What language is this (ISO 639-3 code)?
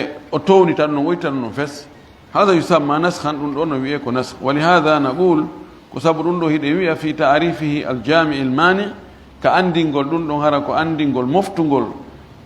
ful